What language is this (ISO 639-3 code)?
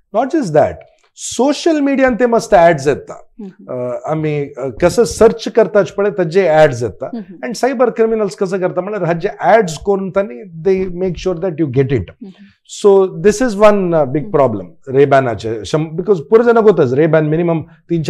kok